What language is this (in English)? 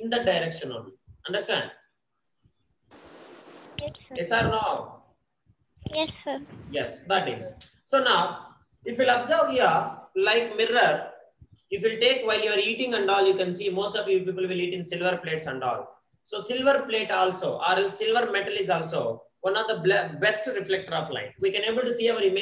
English